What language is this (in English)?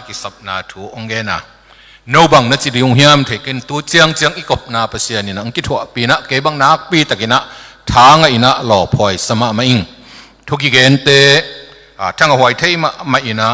Tedim Chin